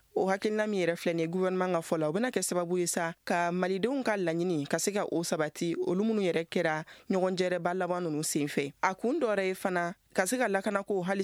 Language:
Bambara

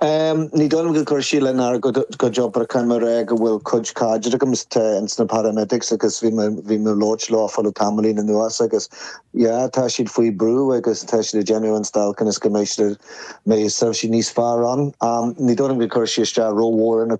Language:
Irish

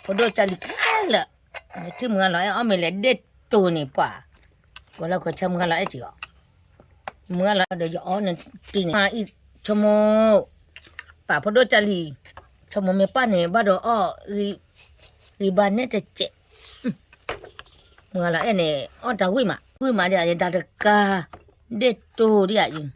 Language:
S'gaw Karen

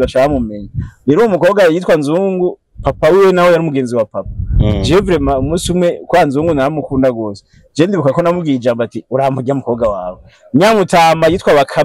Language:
Rundi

